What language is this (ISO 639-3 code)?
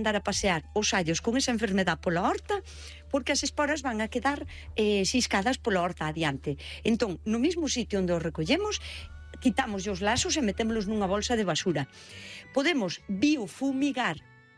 glg